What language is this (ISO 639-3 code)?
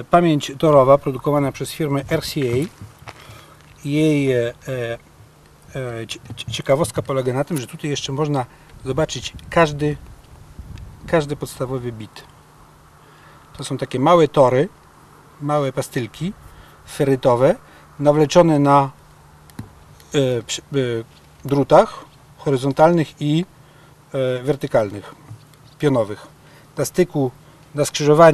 pol